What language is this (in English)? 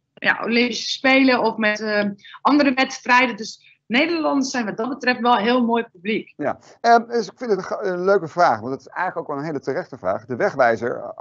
Dutch